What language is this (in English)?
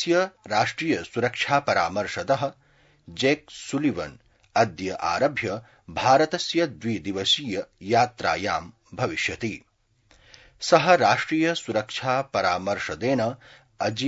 Sanskrit